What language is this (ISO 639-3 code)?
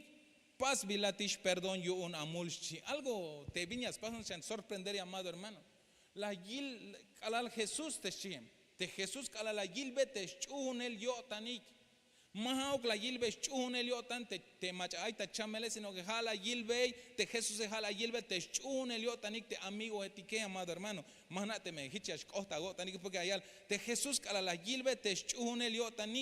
tzh